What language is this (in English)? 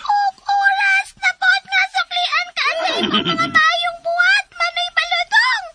Cebuano